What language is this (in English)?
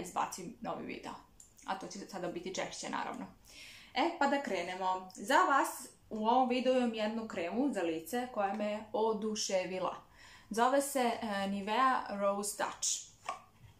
Croatian